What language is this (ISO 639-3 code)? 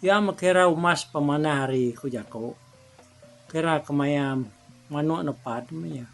iba